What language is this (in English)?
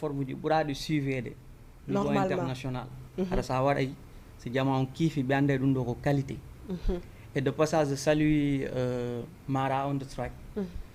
Fula